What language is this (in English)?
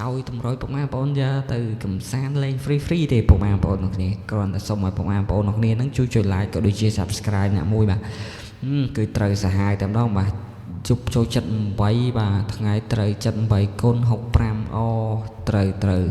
Khmer